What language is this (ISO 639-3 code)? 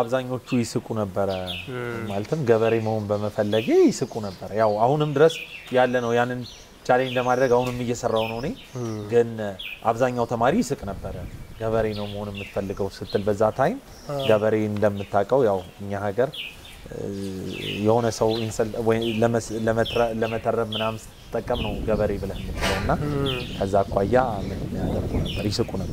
amh